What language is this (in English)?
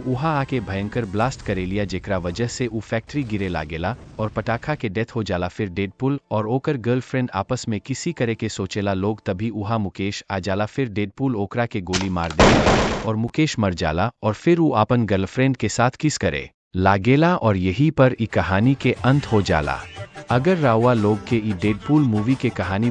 Bhojpuri